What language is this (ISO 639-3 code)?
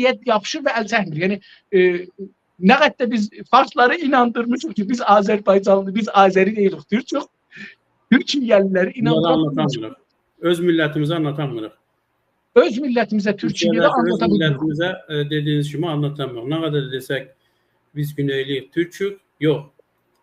azb